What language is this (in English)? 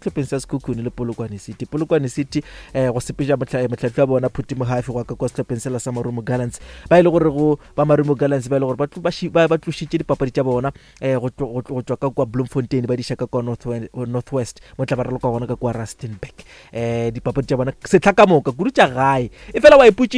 Northern Sotho